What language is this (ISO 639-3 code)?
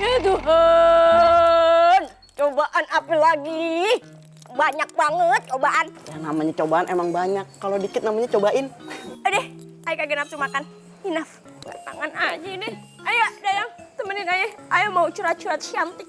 bew